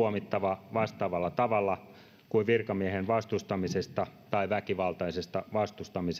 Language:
Finnish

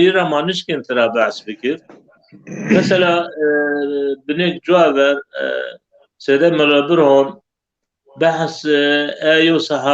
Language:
Zaza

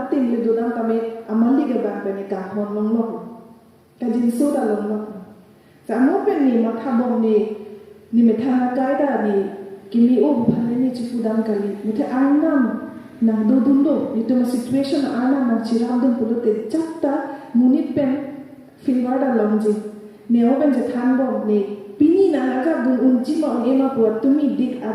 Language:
Karbi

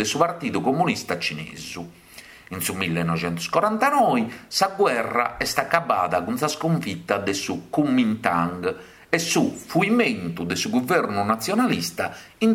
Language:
Sardinian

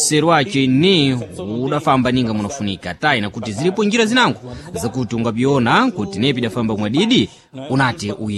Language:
Sena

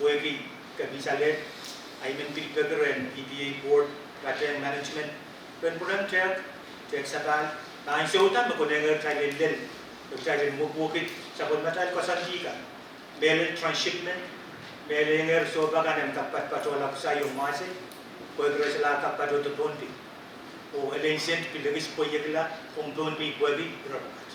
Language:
Pohnpeian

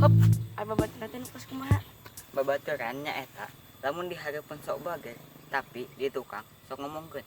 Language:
Sundanese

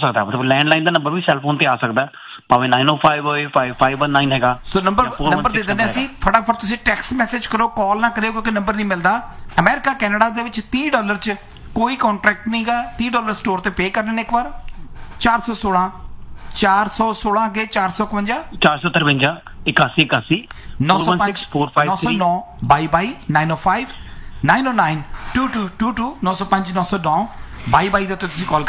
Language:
Punjabi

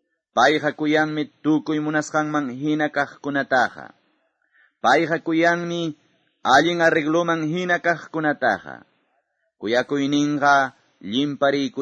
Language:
Ayacucho Quechua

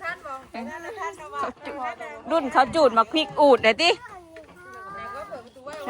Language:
Northeastern Thai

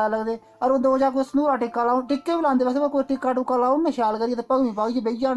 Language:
Dogri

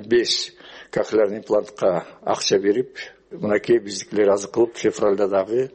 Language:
Kyrgyz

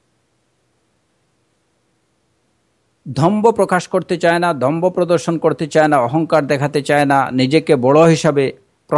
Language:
Bangla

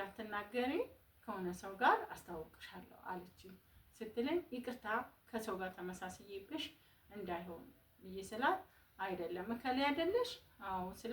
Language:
Amharic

